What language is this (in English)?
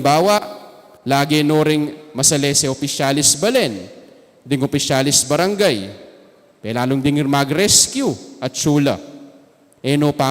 Pampanga